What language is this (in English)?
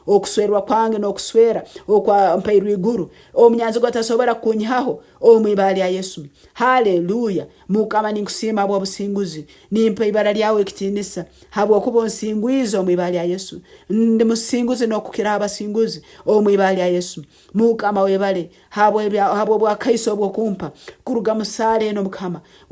Nyankole